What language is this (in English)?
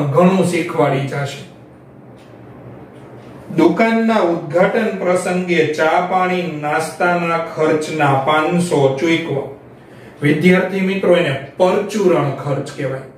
Gujarati